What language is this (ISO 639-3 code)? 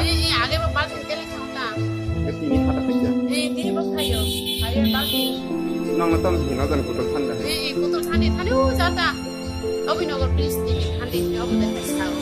trp